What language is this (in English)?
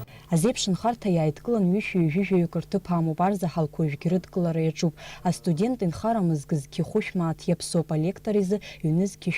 Abkhazian